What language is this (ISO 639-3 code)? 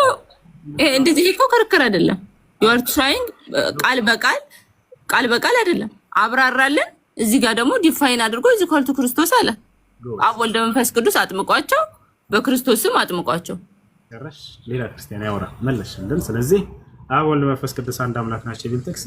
amh